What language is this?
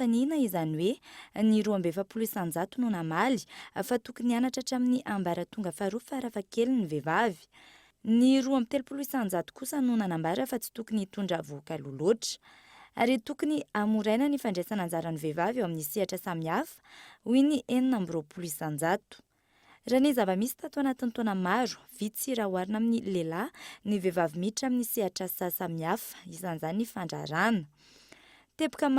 Malagasy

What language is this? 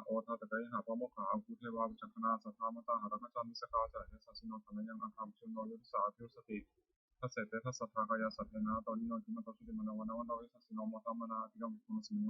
Pali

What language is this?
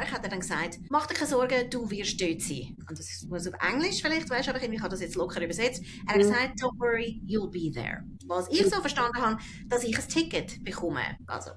Swiss German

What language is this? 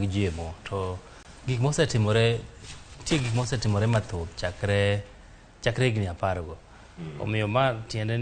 Luo (Kenya and Tanzania)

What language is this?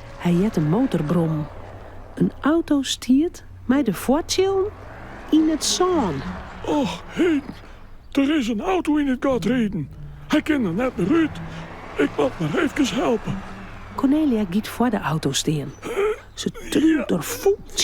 Western Frisian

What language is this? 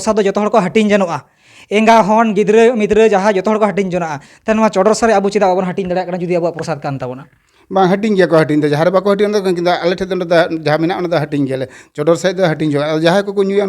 Santali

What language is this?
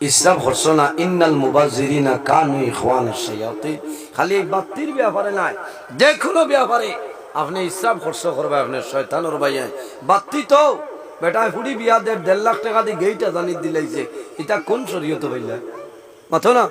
Sylheti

